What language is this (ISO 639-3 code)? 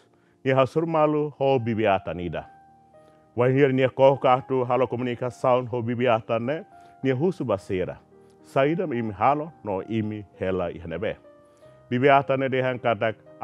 tet